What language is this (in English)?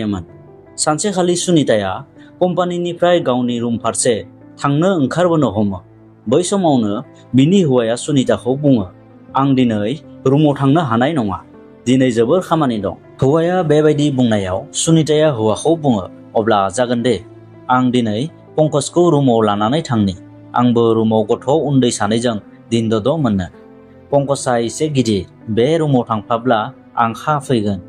Bodo